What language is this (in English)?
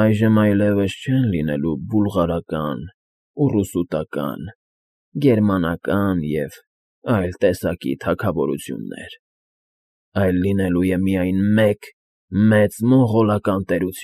Armenian